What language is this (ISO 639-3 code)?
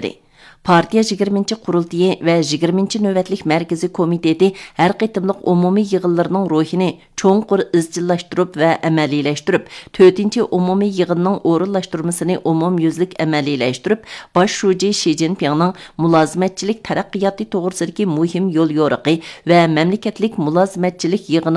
uig